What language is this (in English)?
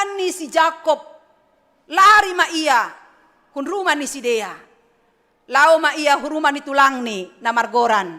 Batak Simalungun